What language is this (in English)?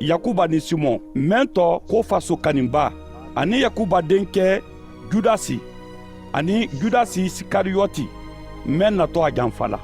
Mandingo